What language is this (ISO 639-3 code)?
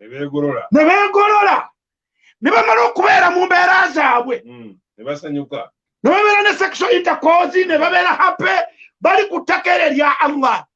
lug